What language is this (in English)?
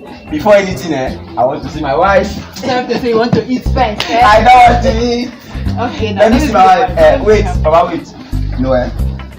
Nigerian Pidgin